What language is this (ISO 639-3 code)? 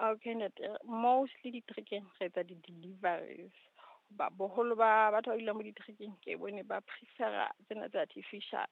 sot